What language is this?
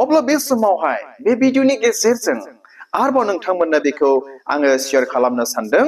Bodo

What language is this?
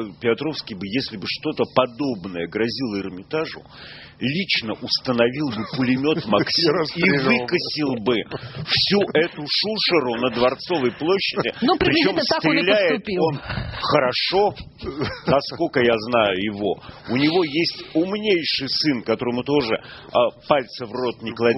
Russian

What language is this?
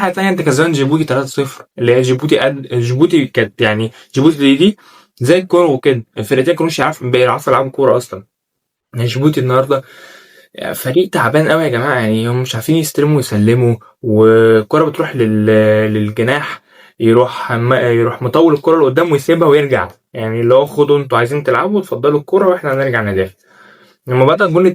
Egyptian Arabic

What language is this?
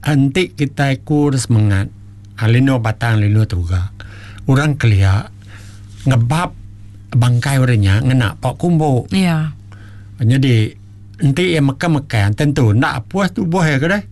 Iban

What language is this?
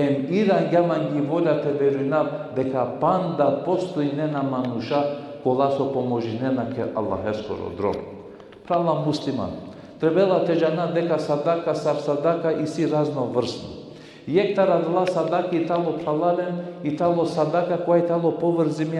Balkan Romani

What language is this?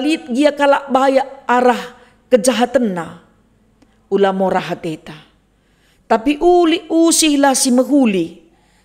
Batak Karo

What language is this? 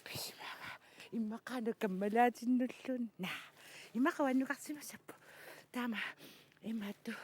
Kalaallisut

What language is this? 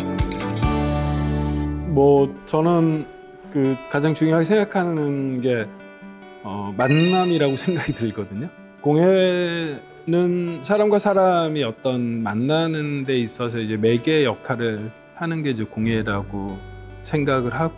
Korean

